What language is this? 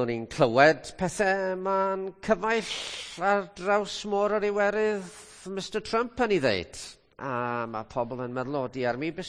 Welsh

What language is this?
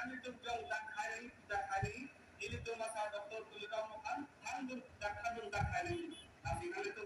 Karbi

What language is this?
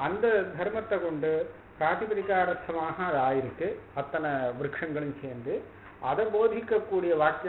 Tamil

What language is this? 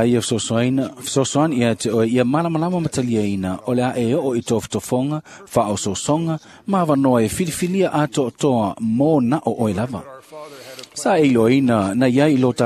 Samoan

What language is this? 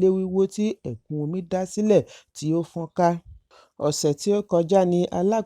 Yoruba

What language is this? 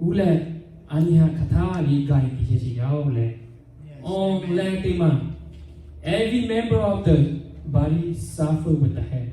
Lahu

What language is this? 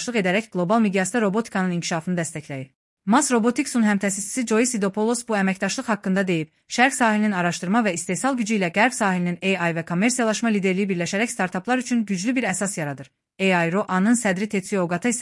Azerbaijani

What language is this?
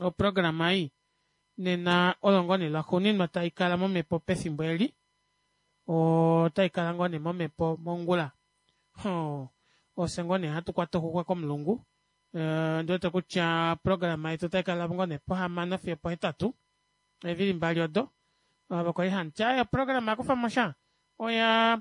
Kuanyama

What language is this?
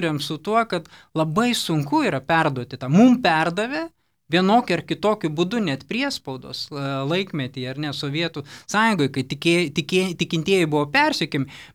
Lithuanian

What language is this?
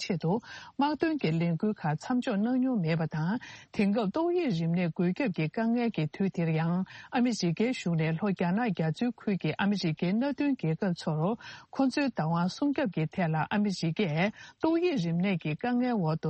Tibetan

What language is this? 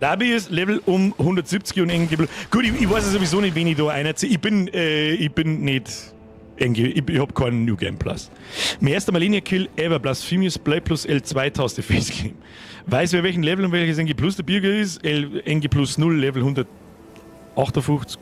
Bavarian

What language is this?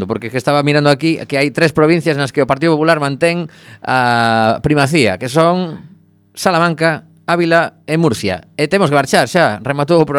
Galician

